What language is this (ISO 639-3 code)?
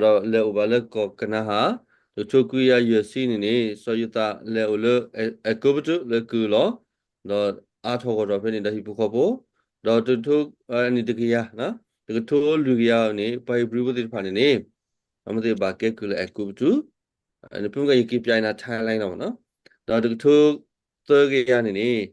ksw